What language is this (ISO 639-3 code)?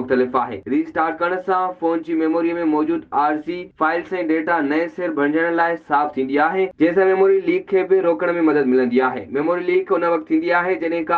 snd